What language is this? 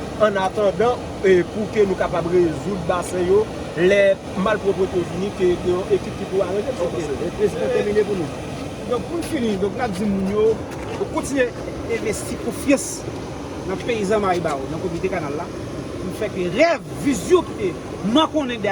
Haitian Creole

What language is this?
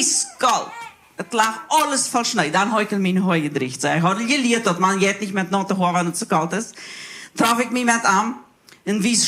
Plautdietsch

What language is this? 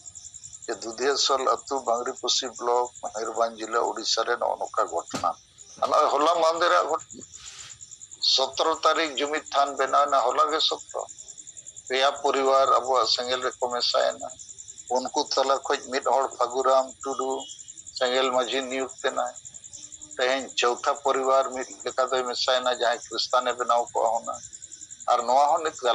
Santali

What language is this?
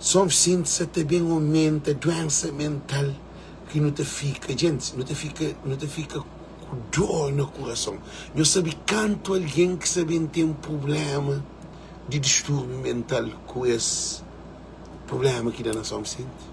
Kabuverdianu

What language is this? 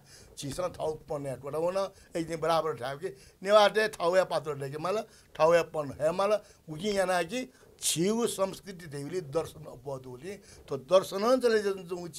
Newari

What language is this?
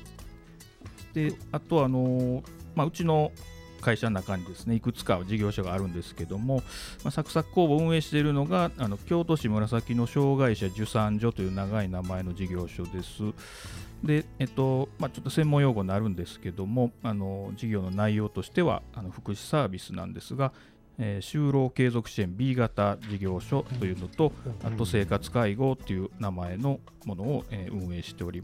Japanese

